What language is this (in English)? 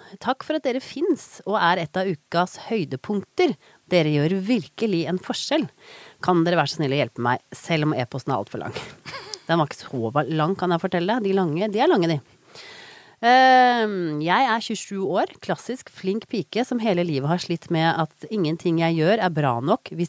Norwegian